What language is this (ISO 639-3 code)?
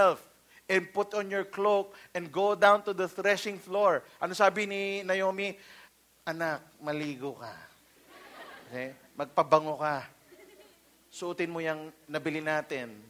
fil